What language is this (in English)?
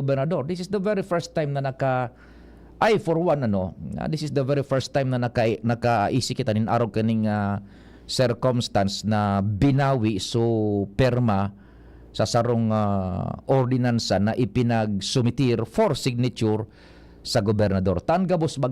Bikol